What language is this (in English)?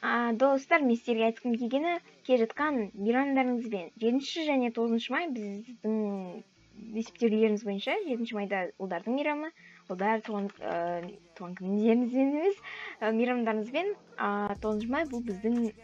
Kazakh